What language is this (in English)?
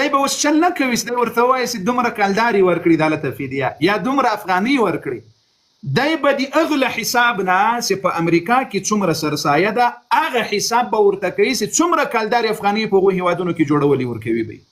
Pashto